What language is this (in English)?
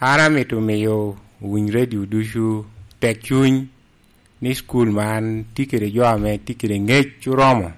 Lango (Uganda)